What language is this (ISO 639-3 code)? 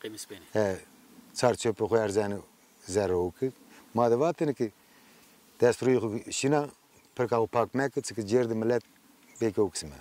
zza